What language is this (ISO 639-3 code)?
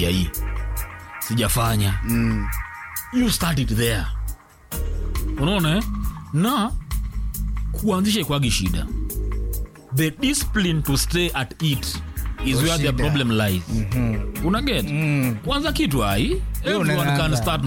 swa